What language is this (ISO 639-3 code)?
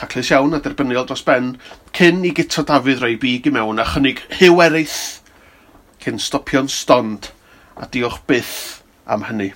cym